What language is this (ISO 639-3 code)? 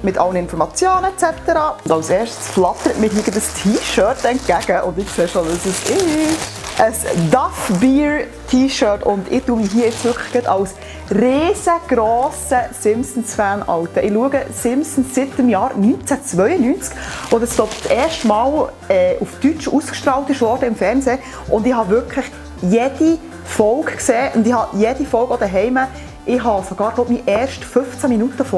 gsw